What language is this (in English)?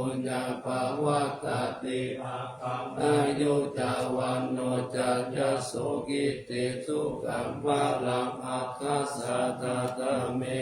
Pali